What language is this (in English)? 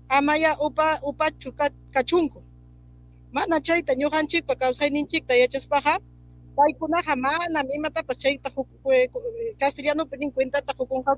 Ayacucho Quechua